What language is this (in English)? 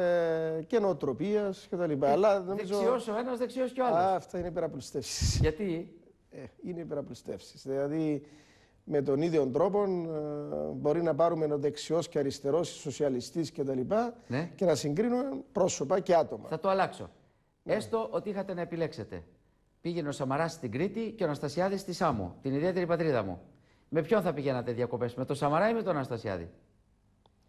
Greek